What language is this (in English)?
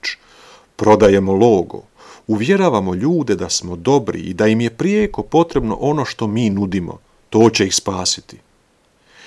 Croatian